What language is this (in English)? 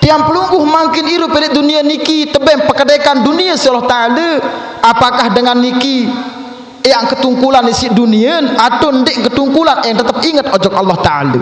Sasak